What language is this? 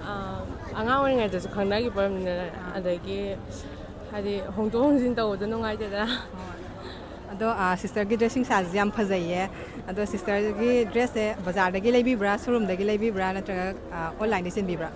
Manipuri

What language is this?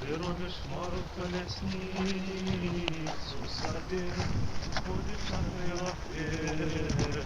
Belarusian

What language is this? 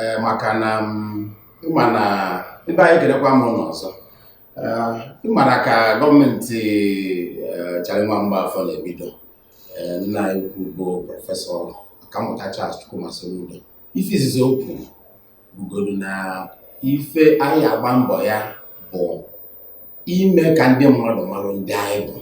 Igbo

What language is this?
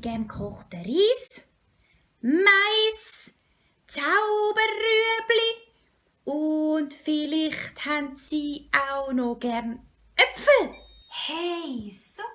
Swiss German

